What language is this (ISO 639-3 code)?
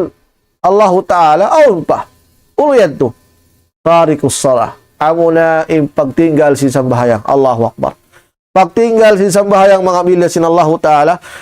tsg